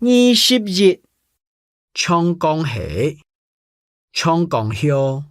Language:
Hakka Chinese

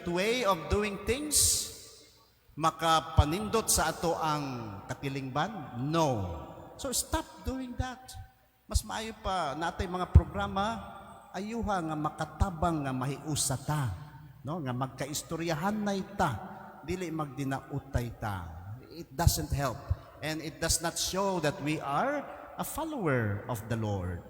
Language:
Cebuano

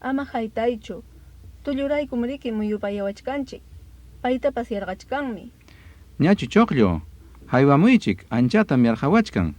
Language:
Ayacucho Quechua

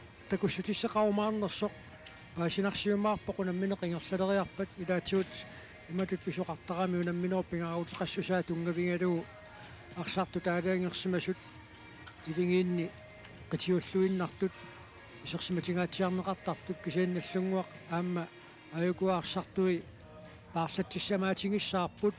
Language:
Kalaallisut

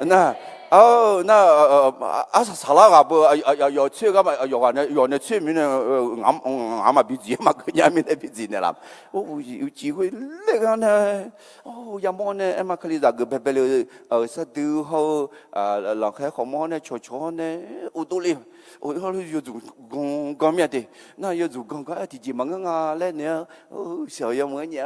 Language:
Akha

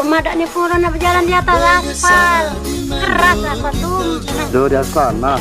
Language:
Musi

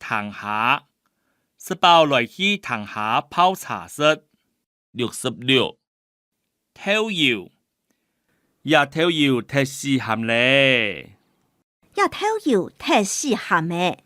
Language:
Hakka Chinese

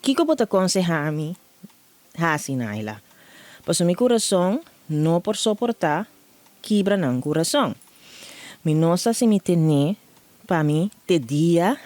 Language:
Papiamento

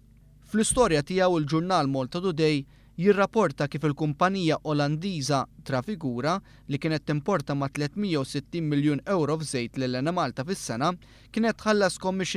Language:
Maltese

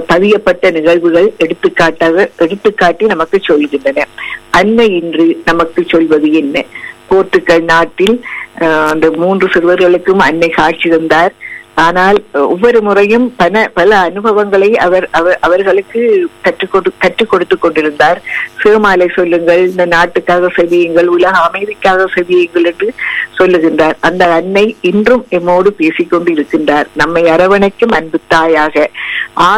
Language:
Tamil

